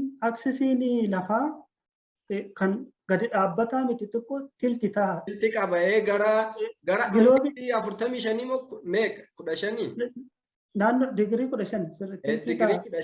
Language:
Oromo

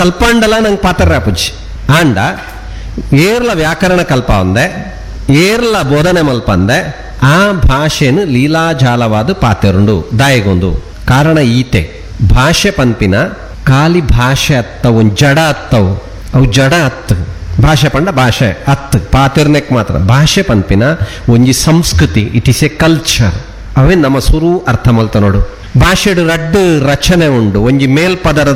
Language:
Tulu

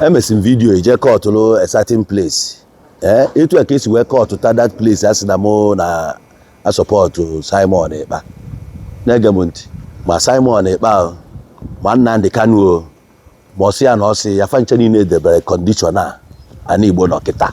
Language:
Igbo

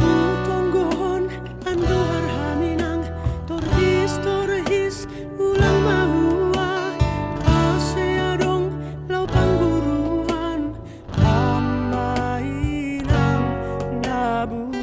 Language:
Batak Simalungun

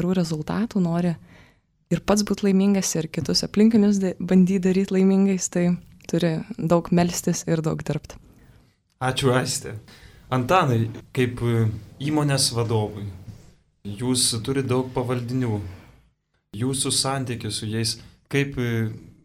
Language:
Lithuanian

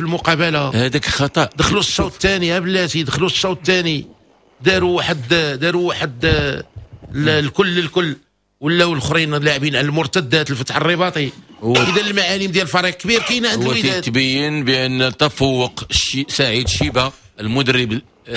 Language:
Moroccan Arabic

